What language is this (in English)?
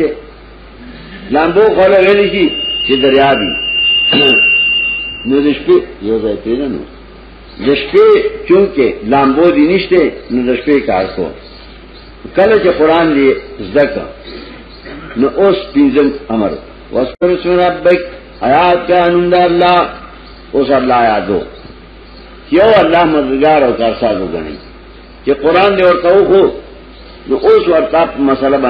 Pashto